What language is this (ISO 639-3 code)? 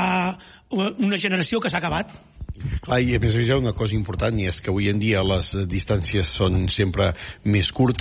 cat